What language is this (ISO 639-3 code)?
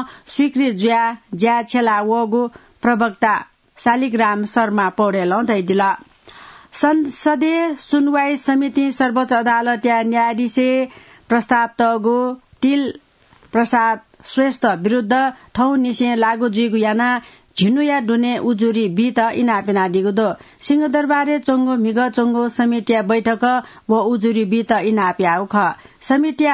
new